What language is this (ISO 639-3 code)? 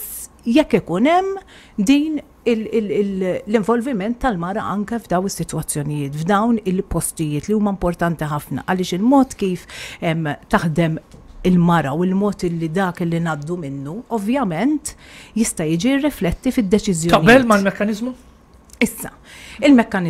mlt